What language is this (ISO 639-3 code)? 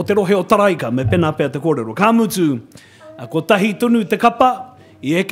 mri